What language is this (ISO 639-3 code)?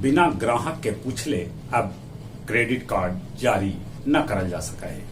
mag